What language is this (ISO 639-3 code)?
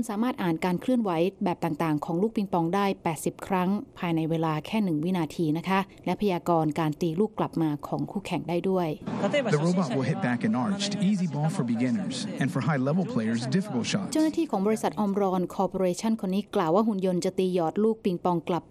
tha